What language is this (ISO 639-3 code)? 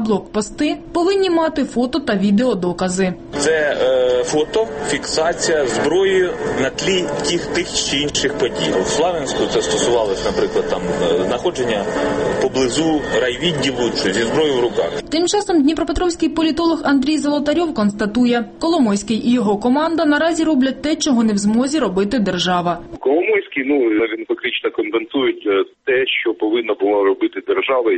ukr